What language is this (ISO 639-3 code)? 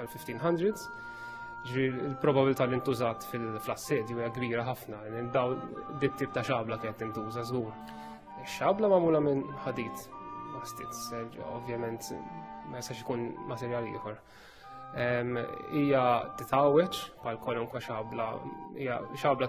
mlt